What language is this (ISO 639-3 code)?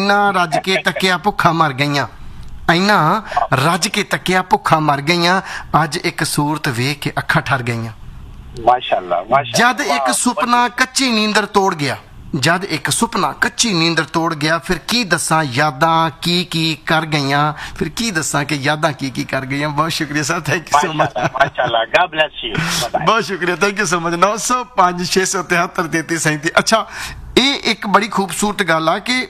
pan